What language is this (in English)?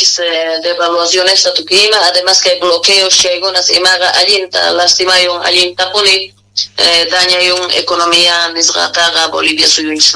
South Bolivian Quechua